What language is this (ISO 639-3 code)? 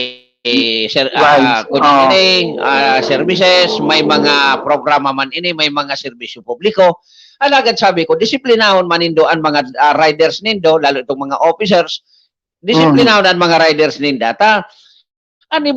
bik